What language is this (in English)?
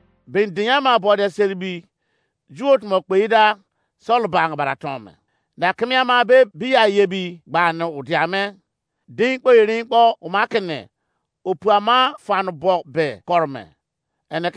Izon